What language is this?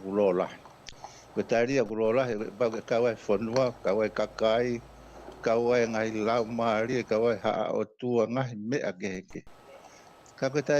Tongan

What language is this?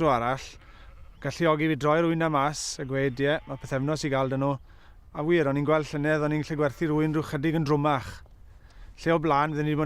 Welsh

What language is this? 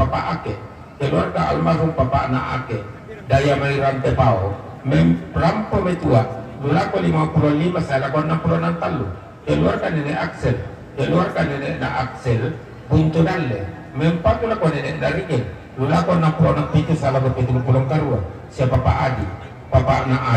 Toraja-Sa'dan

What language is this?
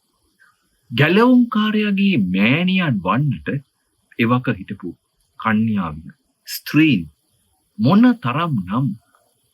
Sinhala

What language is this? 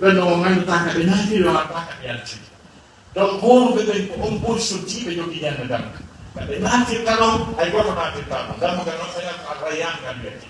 Fula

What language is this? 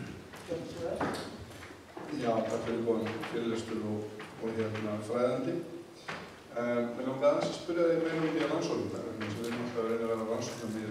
Icelandic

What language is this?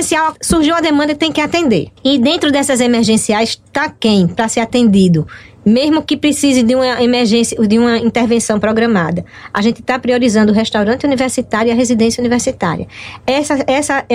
Portuguese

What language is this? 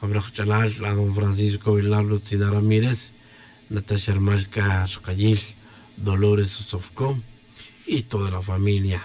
Tz'utujil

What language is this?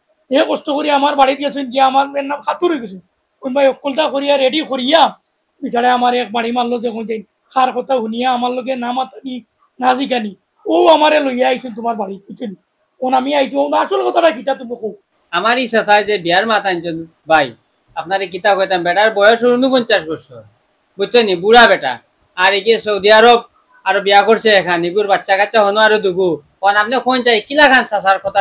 Sylheti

